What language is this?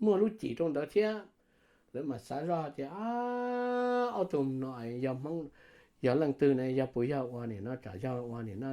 Hmong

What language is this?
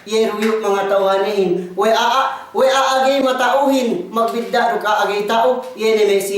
Yakan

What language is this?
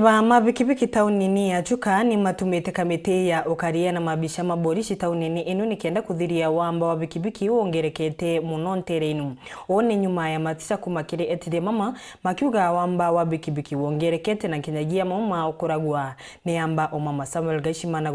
Meru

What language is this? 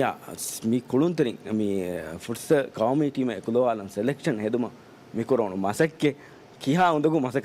Divehi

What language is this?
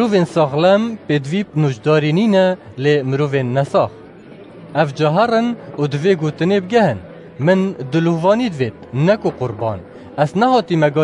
Kurdish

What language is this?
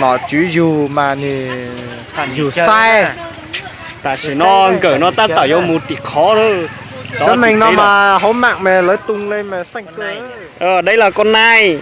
Hmong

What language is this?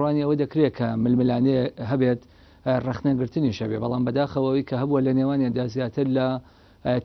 Central Kurdish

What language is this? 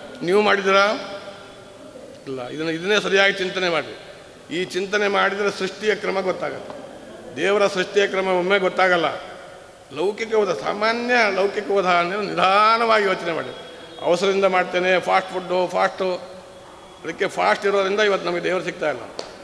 Kannada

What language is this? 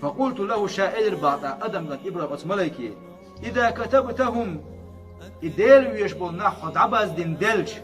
Chechen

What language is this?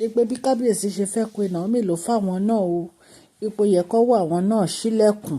Yoruba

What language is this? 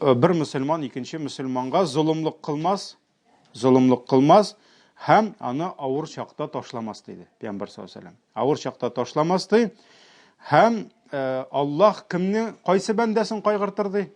Tatar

